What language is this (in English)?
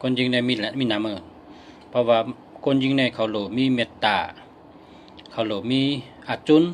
Shan